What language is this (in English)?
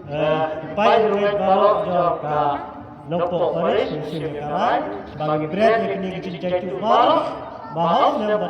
Khasi